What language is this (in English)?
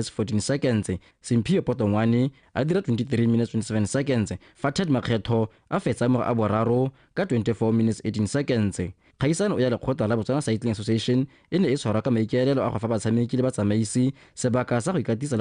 Tswana